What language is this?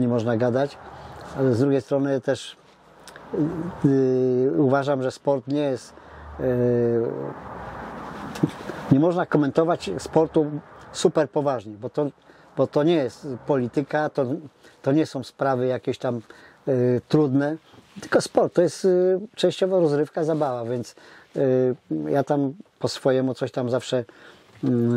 Polish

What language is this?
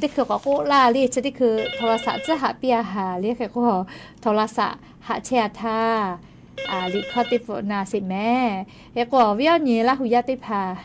Lahu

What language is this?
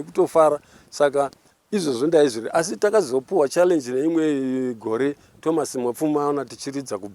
Shona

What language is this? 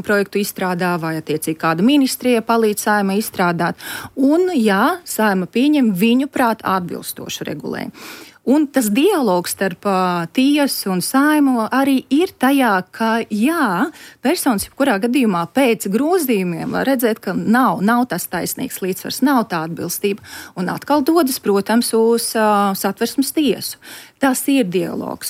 Latvian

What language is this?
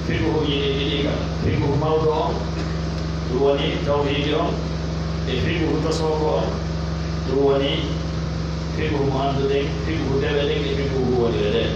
Pular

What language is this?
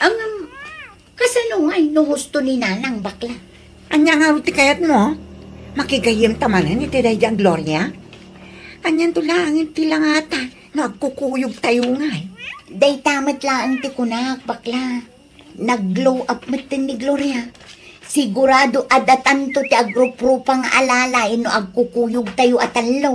Iloko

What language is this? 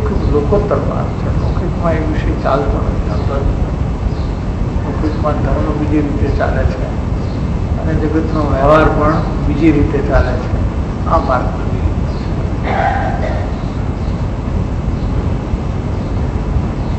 Gujarati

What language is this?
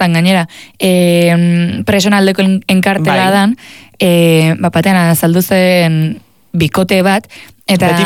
Basque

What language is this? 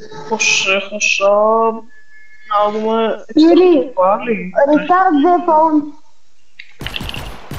Greek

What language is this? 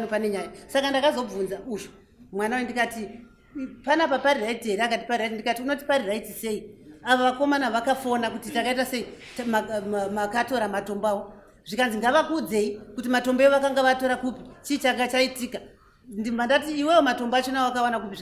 Shona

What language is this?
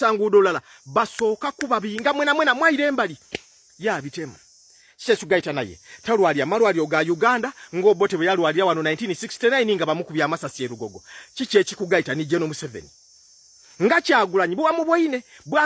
Ganda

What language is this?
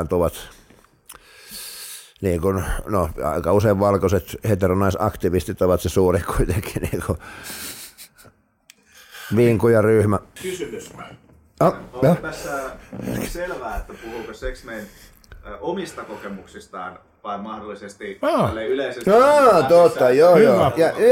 Finnish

